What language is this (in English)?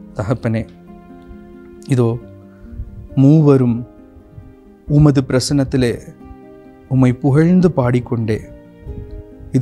Tamil